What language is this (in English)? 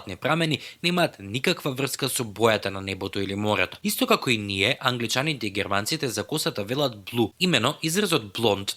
Macedonian